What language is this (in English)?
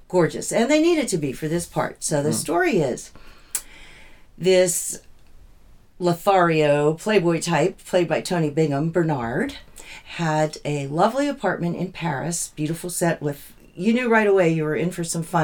English